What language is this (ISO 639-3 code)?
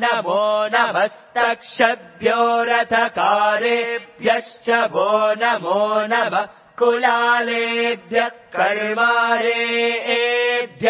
san